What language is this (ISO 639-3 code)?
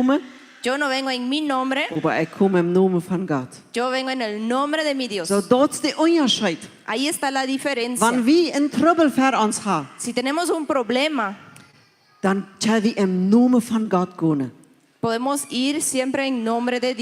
pdt